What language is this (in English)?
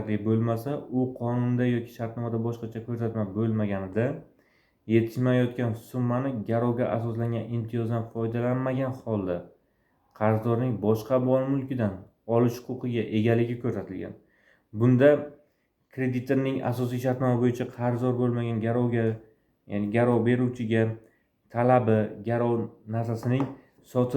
Uzbek